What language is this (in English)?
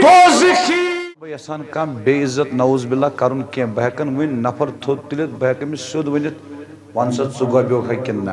Kashmiri